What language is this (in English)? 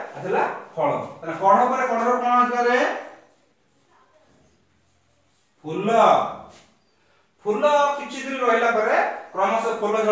Odia